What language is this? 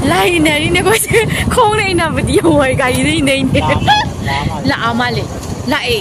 Manipuri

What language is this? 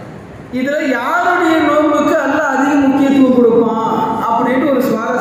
Tamil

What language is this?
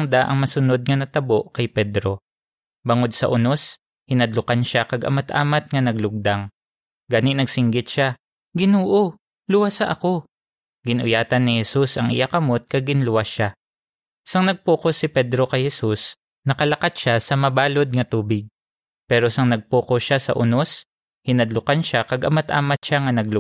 Hiligaynon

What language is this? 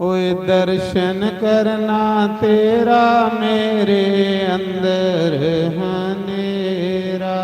Dogri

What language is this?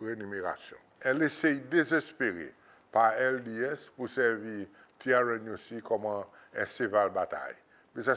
Seselwa Creole French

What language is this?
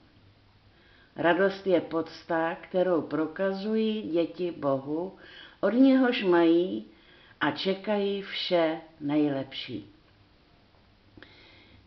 Czech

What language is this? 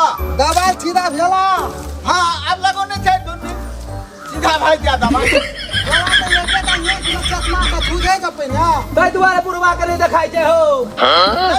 Maithili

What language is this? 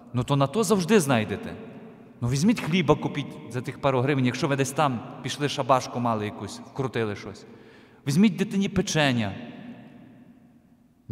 Ukrainian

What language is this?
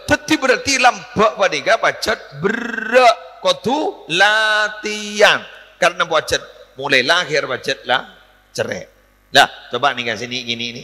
Madurese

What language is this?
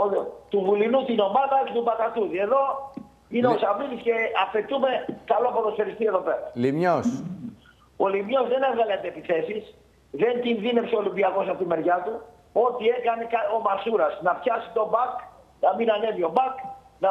Greek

